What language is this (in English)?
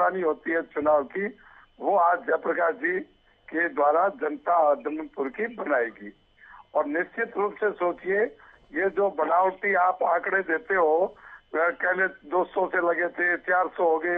Hindi